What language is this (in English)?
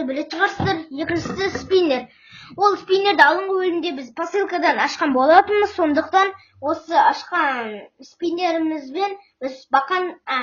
Kazakh